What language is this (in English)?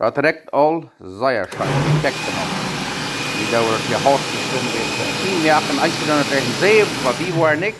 Plautdietsch